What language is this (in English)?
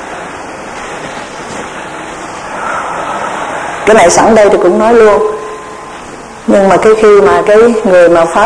Vietnamese